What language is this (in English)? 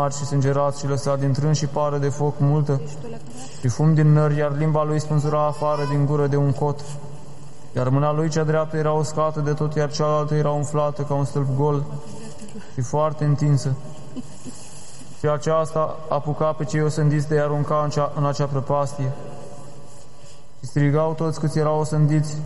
Romanian